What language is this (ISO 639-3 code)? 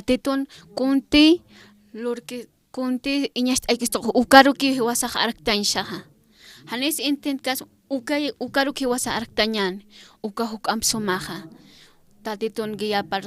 aym